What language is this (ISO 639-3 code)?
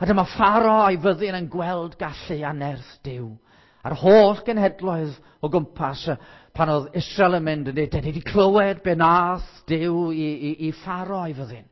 cym